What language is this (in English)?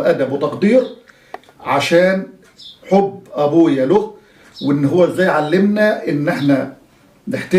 Egyptian Arabic